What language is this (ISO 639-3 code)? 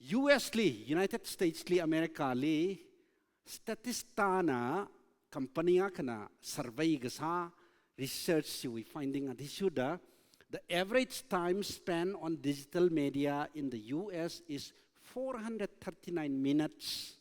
nmf